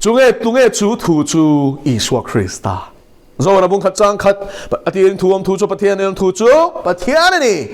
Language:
Mizo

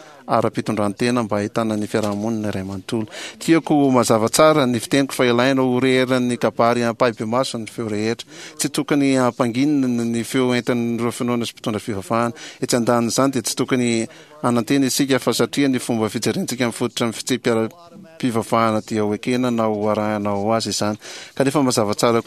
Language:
Malagasy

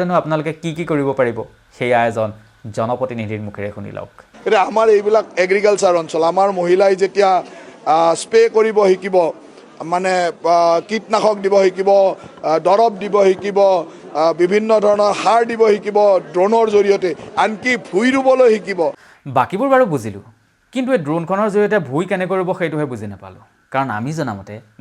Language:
Assamese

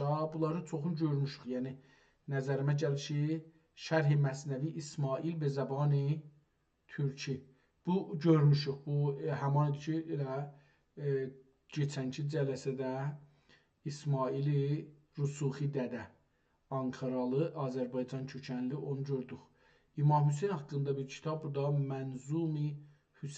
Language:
South Azerbaijani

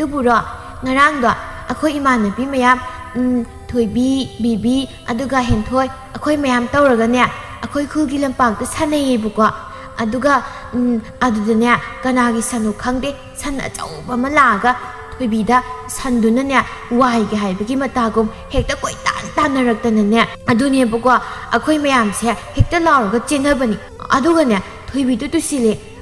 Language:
Manipuri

